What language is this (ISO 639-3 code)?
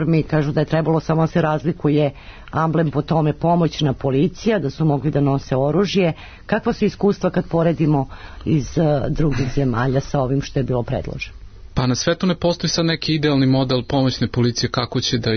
srp